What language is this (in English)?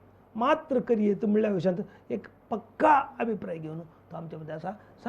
Konkani